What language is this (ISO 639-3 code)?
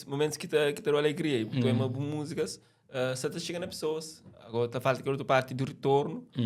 kea